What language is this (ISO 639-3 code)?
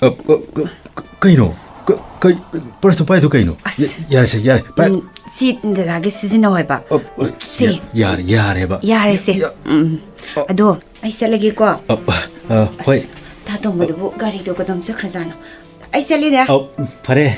mni